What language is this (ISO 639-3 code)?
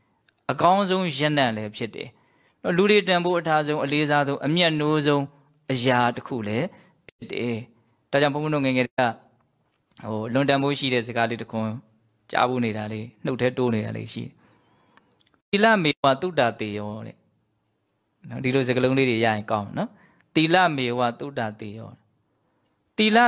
mya